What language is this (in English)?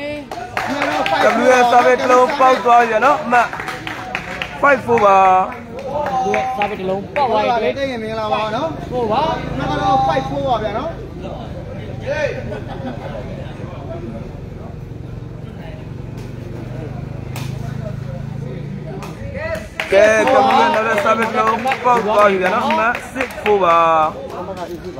Burmese